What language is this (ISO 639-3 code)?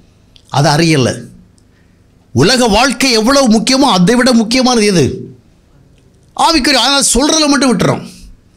tam